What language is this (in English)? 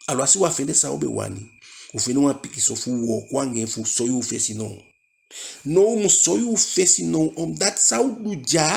Eastern Maroon Creole